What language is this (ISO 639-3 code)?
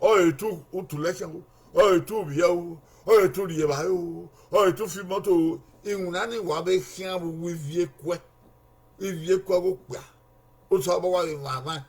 bin